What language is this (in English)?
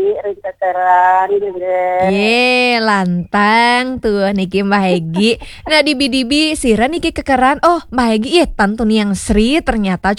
Balinese